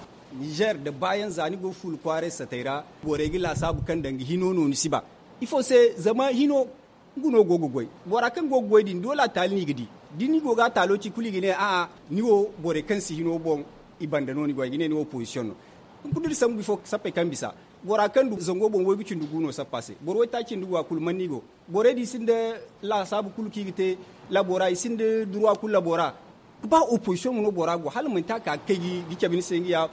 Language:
Zarma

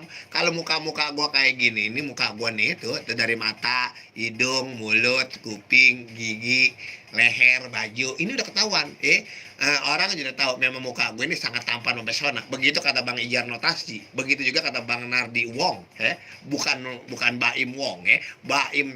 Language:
Betawi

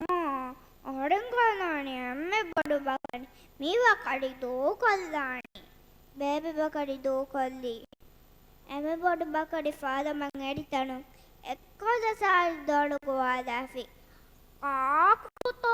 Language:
Divehi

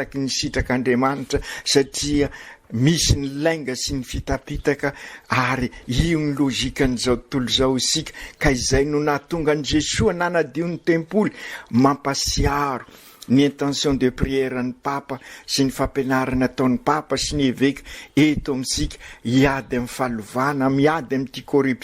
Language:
Malagasy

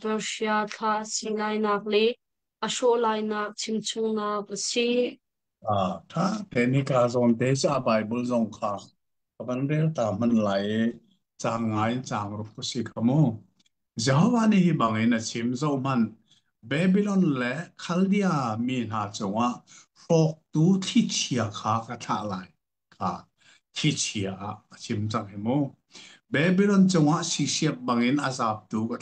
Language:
Hakha Chin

